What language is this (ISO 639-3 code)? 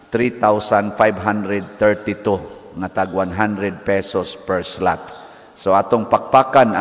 ceb